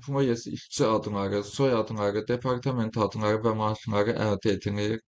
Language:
Azerbaijani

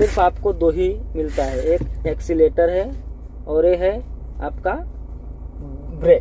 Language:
Hindi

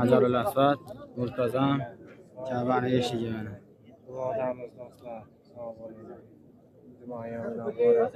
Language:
Uzbek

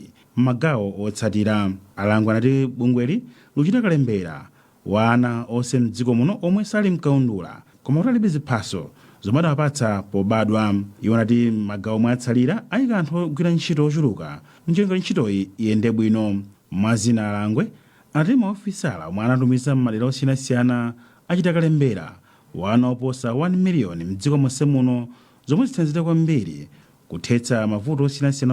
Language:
Nyanja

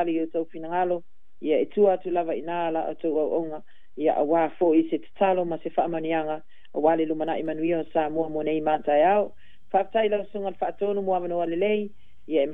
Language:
Samoan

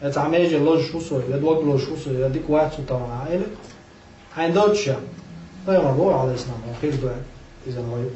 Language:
Chechen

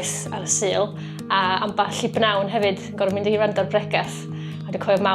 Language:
Welsh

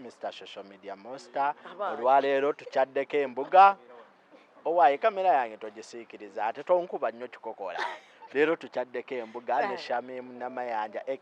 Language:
Ganda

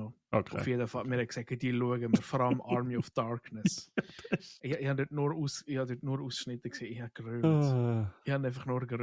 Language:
Swiss German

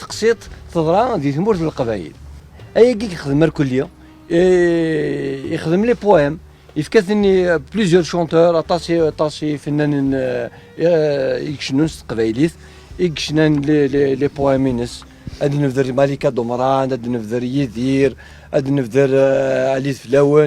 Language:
Kabyle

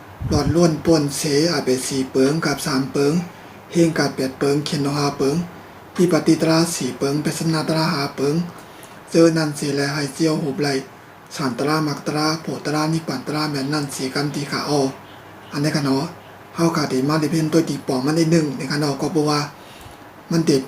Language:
Shan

